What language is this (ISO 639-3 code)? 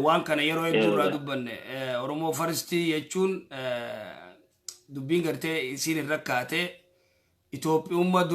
orm